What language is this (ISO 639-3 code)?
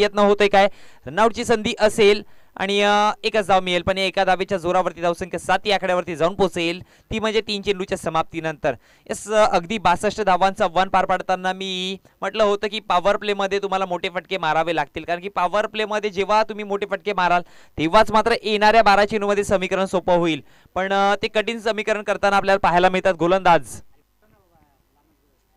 mar